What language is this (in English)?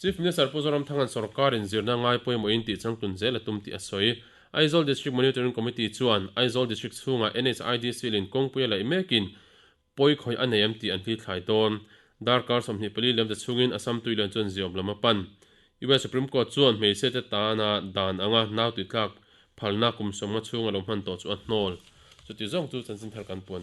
Mizo